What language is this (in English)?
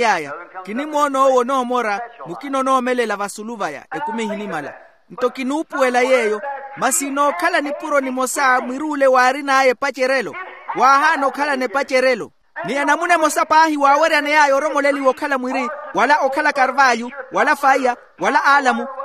Makhuwa